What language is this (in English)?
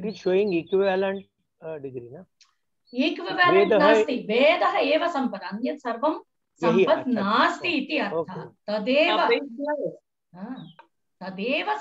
Sanskrit